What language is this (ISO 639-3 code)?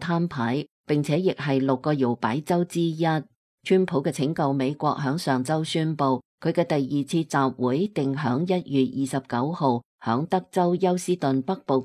yue